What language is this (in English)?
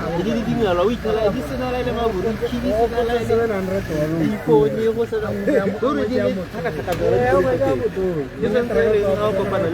Tswana